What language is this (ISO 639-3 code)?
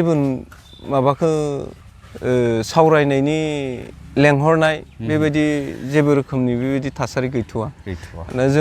brx